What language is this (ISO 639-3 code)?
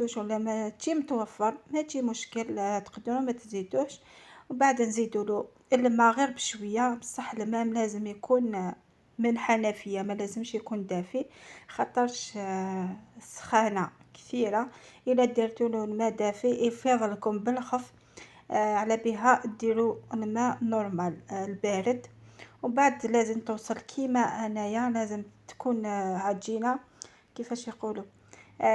arq